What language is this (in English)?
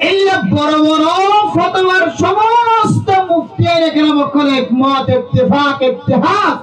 Rohingya